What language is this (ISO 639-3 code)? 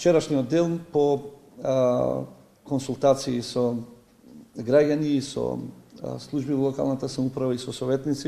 mkd